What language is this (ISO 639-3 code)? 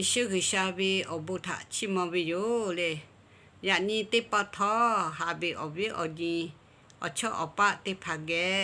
lhu